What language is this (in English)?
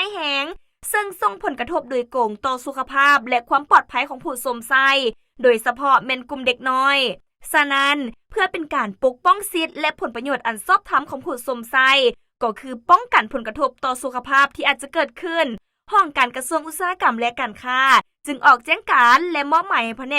Lao